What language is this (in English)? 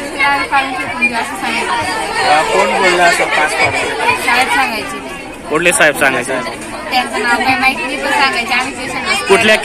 Marathi